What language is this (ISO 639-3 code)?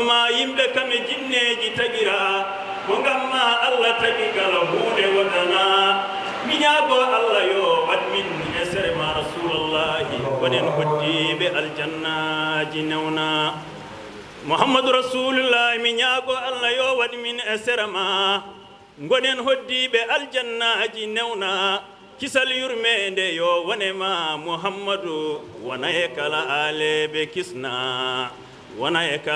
ful